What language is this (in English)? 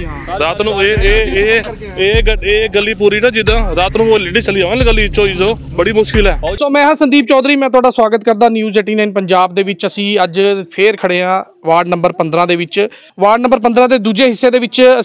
Punjabi